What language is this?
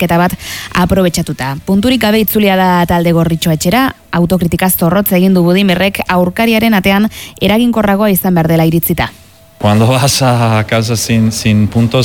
Basque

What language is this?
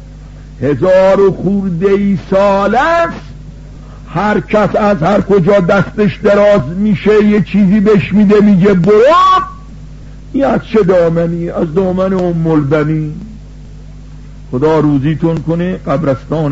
Persian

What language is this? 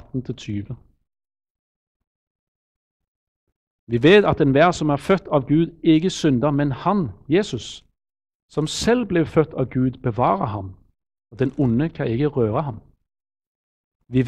Norwegian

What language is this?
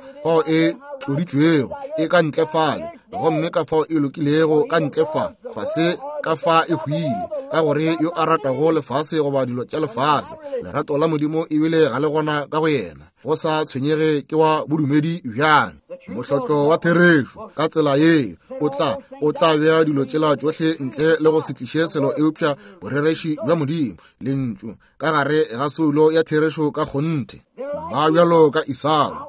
Northern Sotho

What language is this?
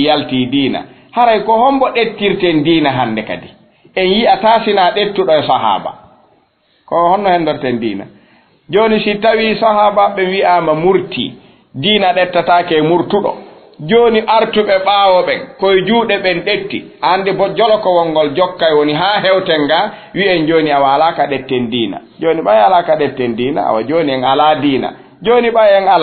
Fula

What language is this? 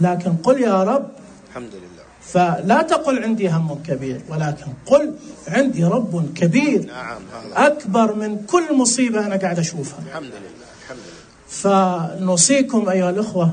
Najdi Arabic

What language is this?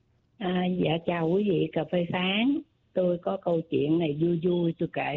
Vietnamese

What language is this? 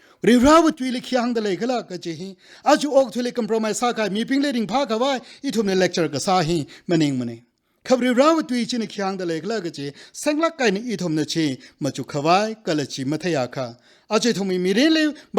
Tangkhul Naga (India)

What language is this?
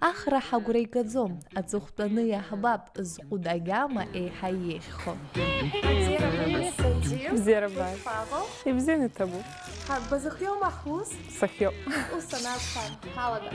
Abkhazian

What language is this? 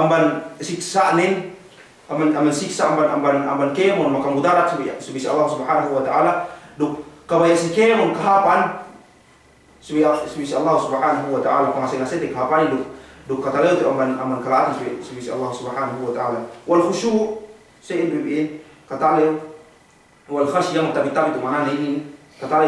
Yakan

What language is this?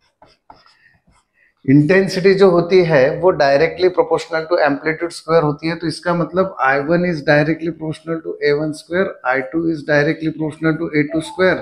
Hindi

